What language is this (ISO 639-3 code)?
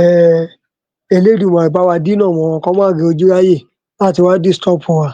yor